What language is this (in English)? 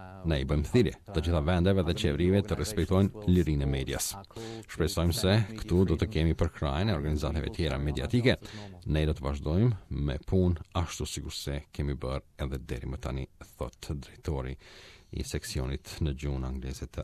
Albanian